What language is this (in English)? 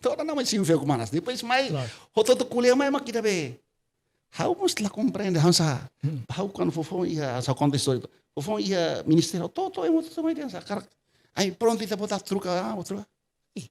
Tetum